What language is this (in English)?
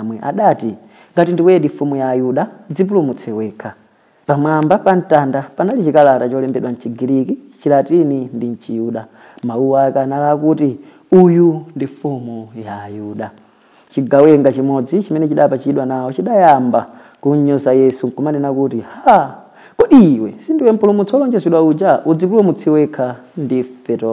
Nyanja